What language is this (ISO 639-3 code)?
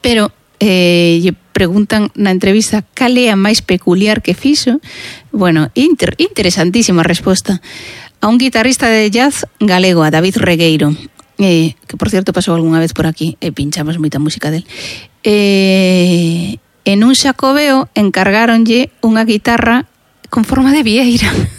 glg